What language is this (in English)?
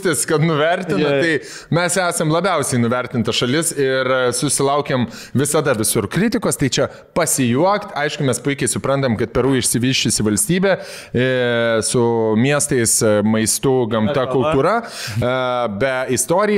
Lithuanian